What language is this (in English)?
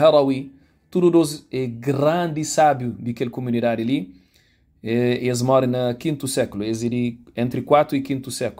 Kabuverdianu